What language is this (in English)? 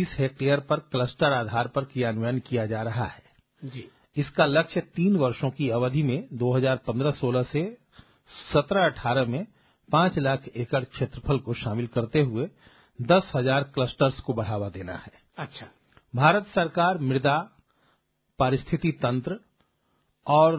Hindi